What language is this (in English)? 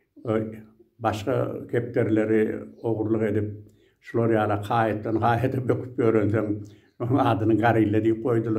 Turkmen